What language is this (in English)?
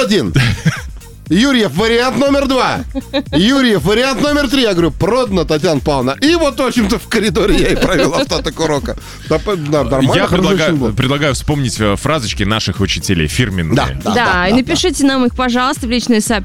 Russian